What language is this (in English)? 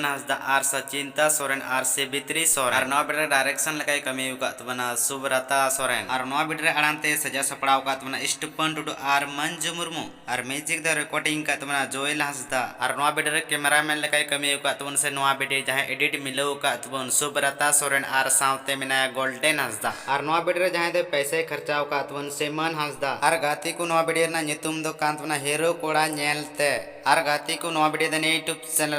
Santali